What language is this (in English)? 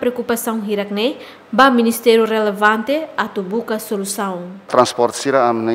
Tetum